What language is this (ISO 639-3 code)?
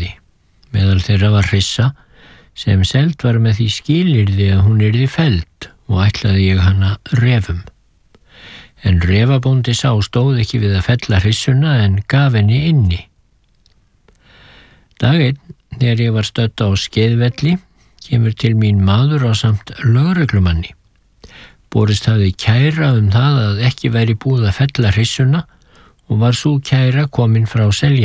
isl